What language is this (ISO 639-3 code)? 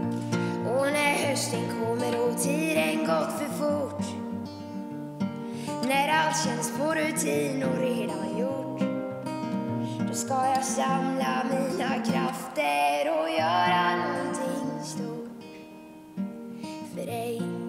swe